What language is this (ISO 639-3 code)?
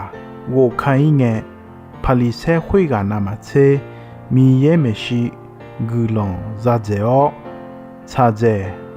ahk